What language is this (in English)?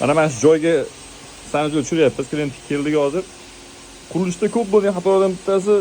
Uzbek